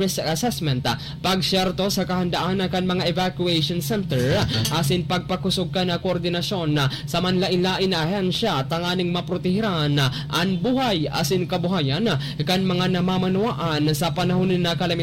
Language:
Bikol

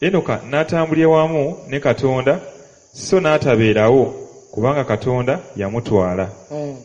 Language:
Ganda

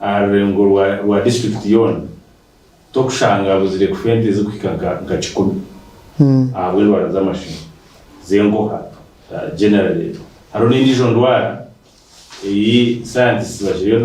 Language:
Nyankole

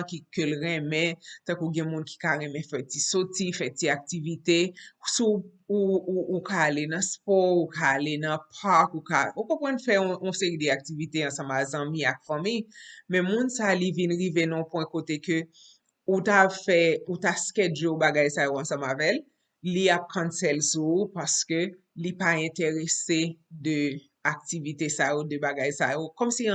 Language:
Haitian Creole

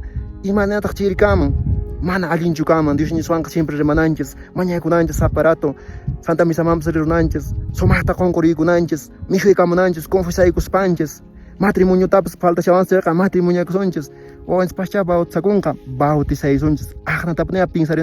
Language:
Quechua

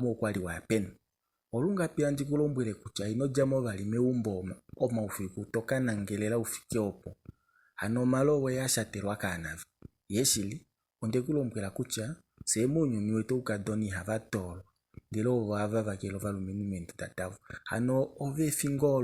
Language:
Kuanyama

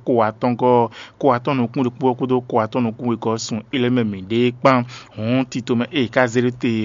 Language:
Fon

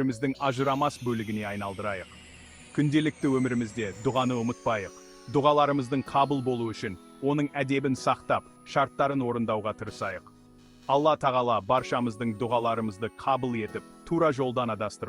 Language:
Kazakh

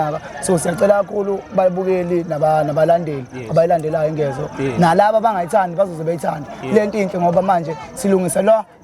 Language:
Zulu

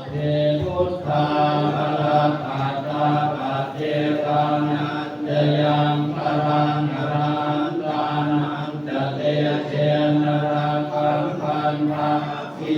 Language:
Pali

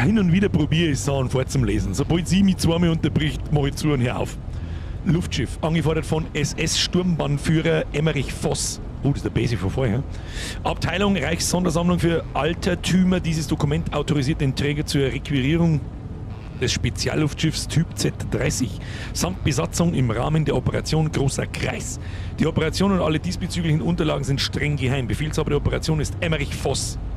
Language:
Bavarian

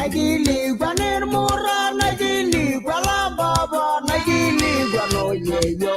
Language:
Masai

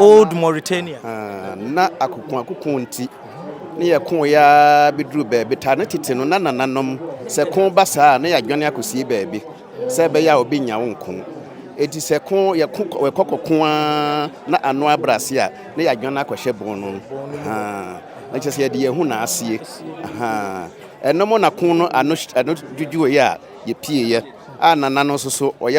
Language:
Akan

